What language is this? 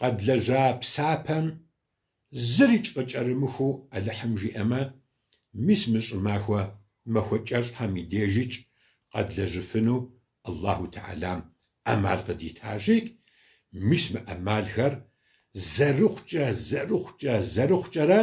Kabardian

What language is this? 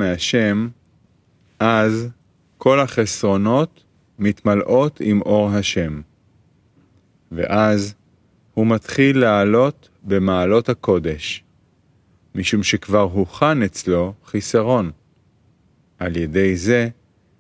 Hebrew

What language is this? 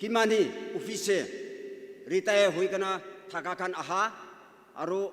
Naga Pidgin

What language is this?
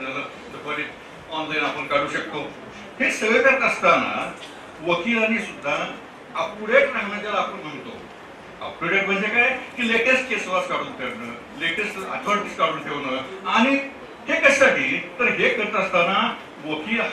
Marathi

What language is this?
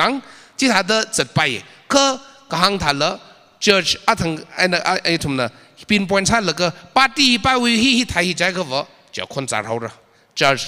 Tangkhul Naga (India)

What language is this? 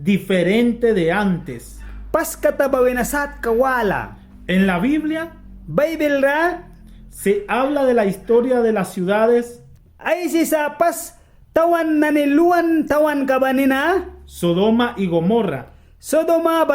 Mískito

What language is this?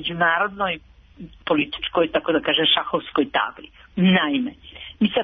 Serbian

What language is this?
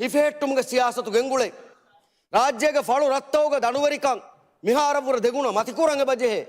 Divehi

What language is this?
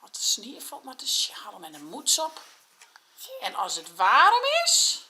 Western Frisian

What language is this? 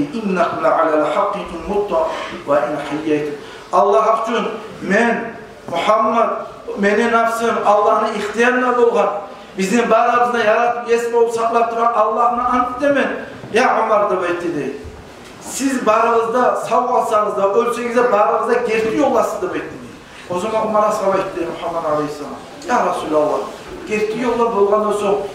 Kumyk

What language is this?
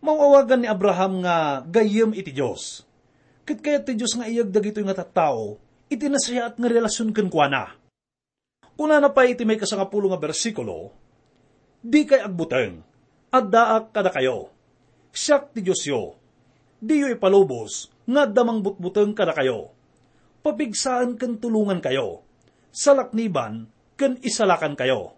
Iloko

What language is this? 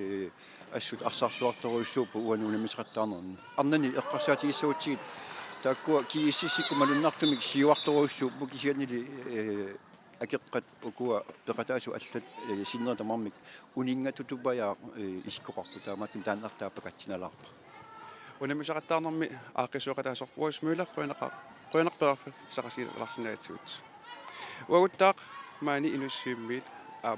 Kalaallisut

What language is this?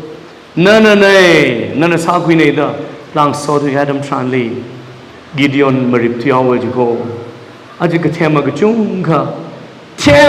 Tangkhul Naga (India)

